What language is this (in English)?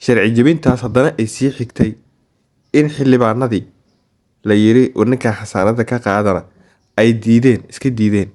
Somali